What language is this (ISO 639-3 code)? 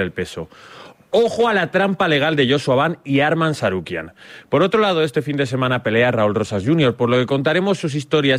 spa